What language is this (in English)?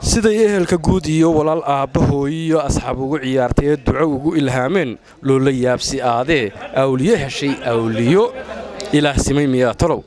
Somali